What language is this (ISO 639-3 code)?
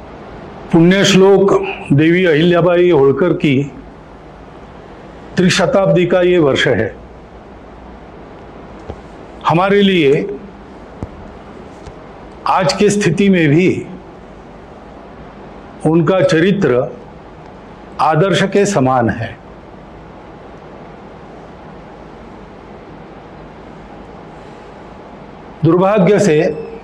hin